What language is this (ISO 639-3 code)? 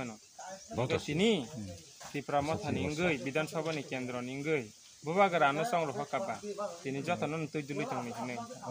trp